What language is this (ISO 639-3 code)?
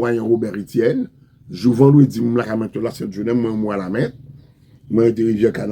hat